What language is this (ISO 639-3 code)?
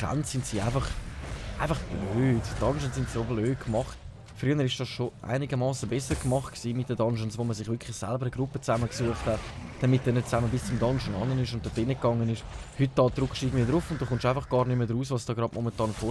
gsw